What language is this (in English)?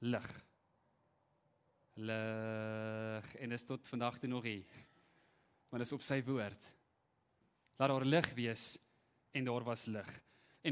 Afrikaans